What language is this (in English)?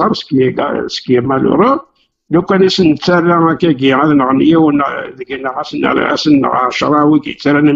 Kabyle